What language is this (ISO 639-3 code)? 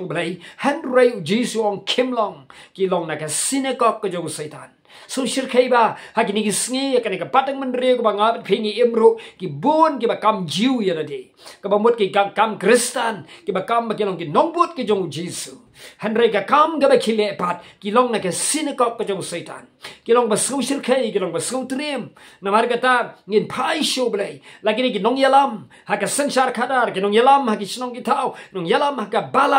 kha